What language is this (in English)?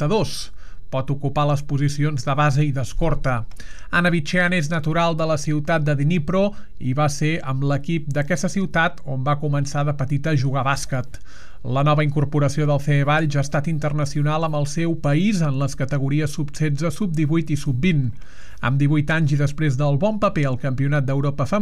Catalan